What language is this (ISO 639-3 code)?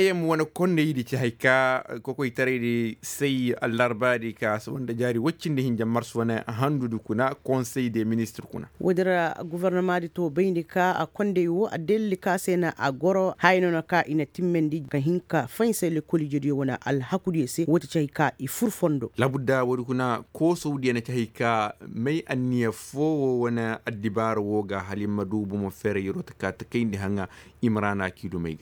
ses